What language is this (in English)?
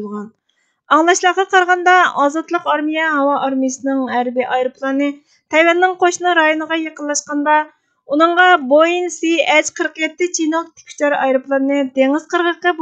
Uyghur